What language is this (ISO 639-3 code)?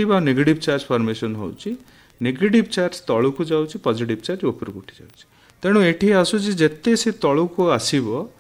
ori